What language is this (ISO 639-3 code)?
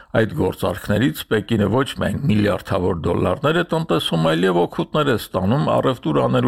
hye